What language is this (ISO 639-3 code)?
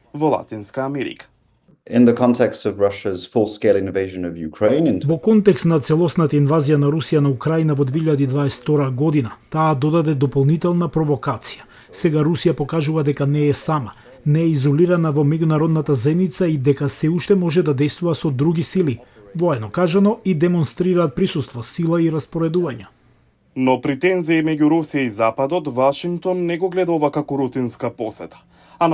mkd